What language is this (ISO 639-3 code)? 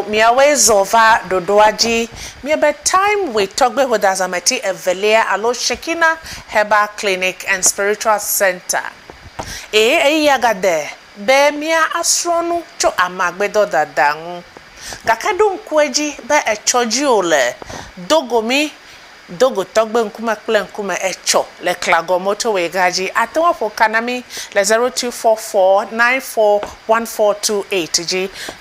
ewe